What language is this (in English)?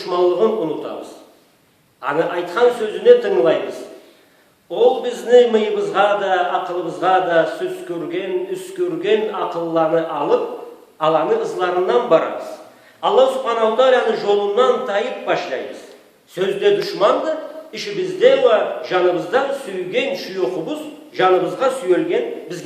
Karachay-Balkar